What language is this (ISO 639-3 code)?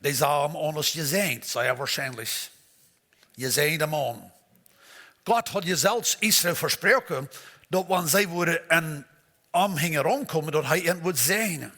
pdt